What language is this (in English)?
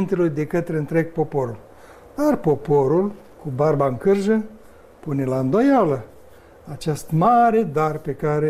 Romanian